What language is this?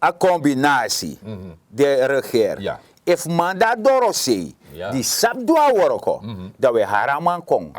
Sranan Tongo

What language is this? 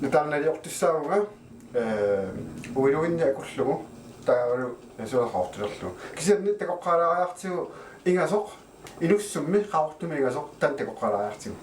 Kalaallisut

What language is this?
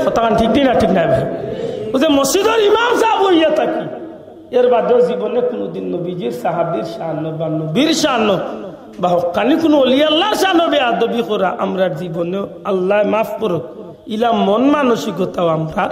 Sylheti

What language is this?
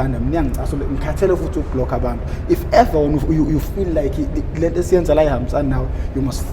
Zulu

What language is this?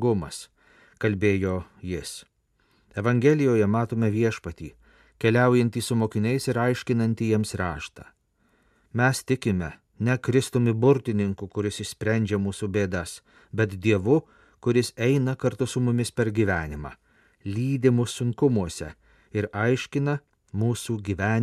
Lithuanian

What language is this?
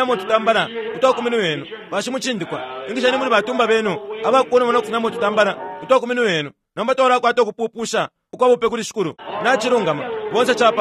Bemba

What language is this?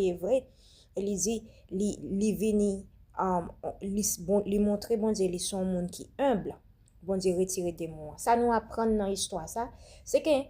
Haitian Creole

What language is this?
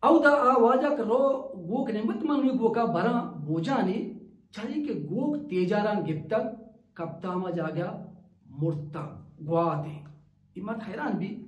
Baluchi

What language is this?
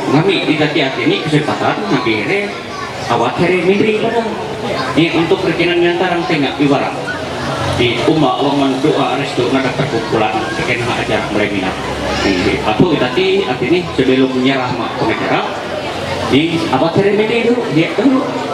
Ma'anyan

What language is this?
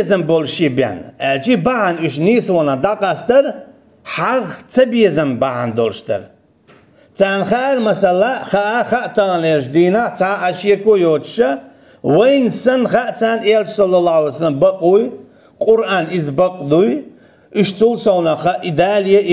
Chechen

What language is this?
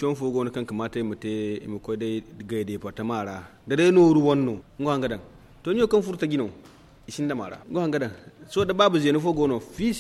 Zarma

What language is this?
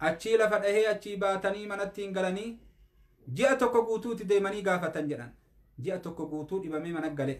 Oromo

